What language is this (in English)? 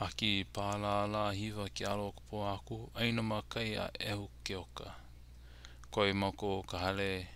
Hawaiian